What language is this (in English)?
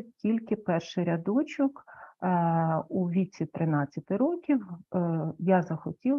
Ukrainian